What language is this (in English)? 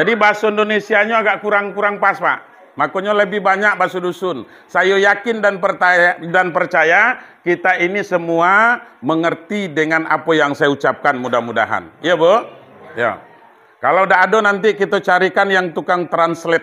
Minangkabau